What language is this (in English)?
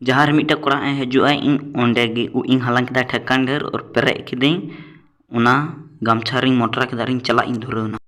Santali